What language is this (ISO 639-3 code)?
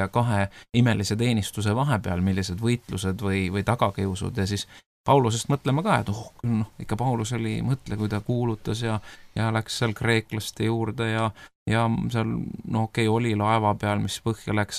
est